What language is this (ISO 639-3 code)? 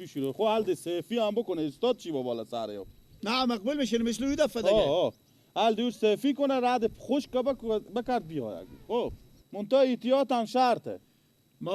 fas